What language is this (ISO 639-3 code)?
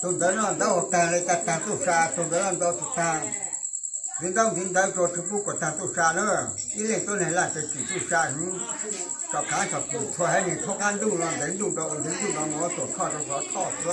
hmn